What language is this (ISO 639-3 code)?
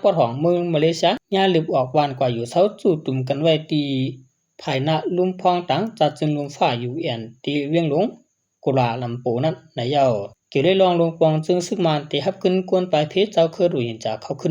shn